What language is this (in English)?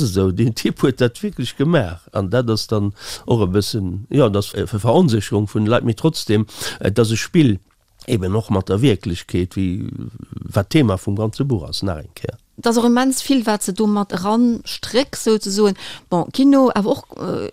Luxembourgish